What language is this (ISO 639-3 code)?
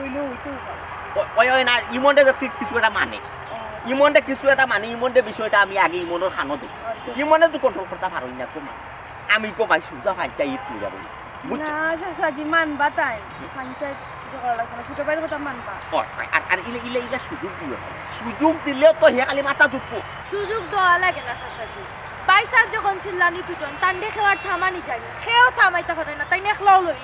syl